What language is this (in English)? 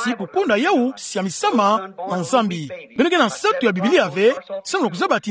Kituba (Democratic Republic of Congo)